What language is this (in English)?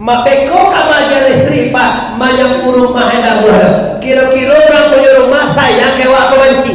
Minangkabau